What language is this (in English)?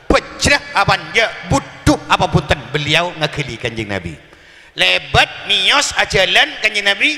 Madurese